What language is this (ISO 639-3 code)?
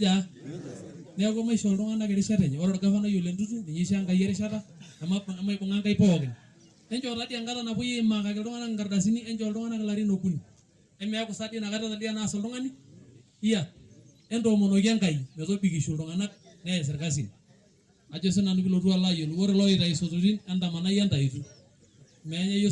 mas